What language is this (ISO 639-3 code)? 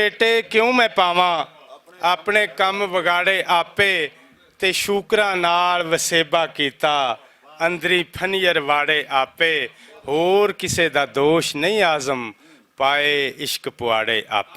lah